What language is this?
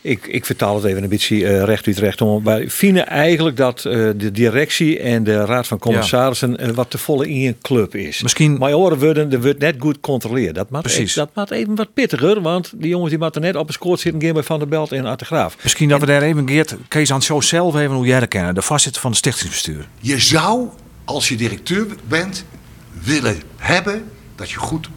Western Frisian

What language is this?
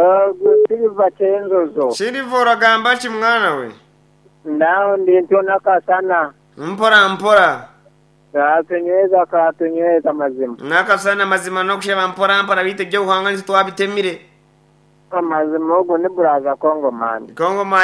Nyankole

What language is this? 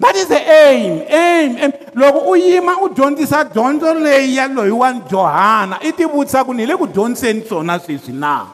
Tsonga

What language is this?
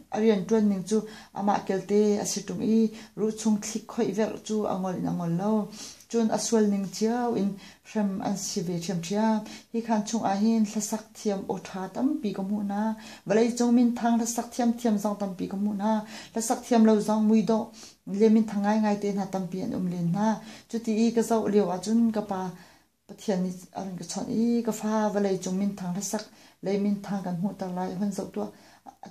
Hakha Chin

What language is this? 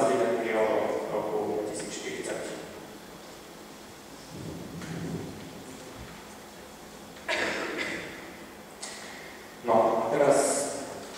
Slovak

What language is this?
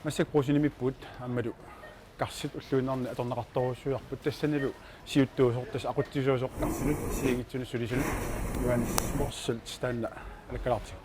Kalaallisut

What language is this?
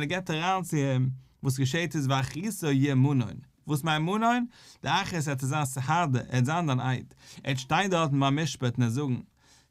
Yiddish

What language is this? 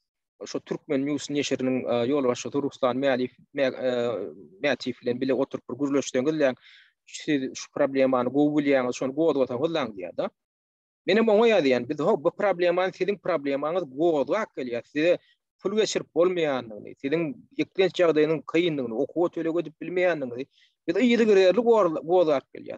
Turkmen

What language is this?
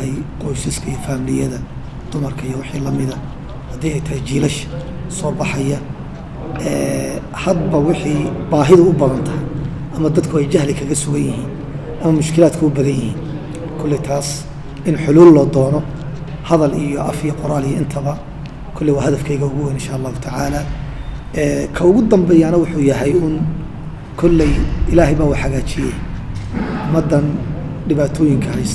Somali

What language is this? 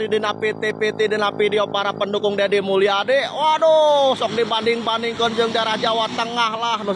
Sundanese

